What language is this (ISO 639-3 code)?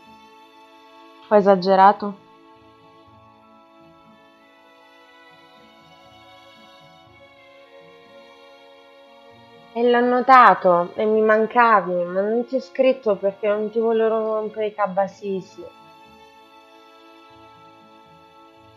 ita